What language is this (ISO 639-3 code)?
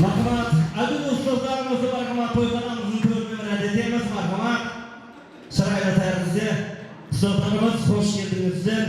kaa